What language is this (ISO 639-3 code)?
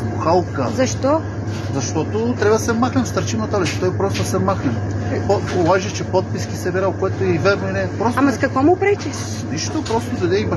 bul